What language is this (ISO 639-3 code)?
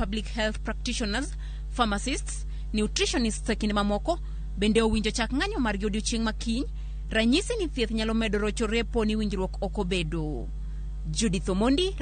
luo